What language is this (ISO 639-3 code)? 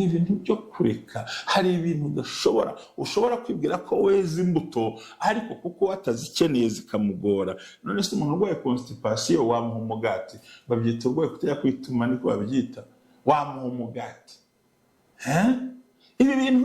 kin